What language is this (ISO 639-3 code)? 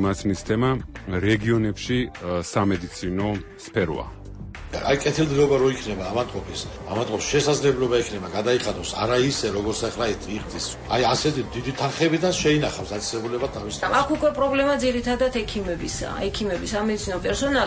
kat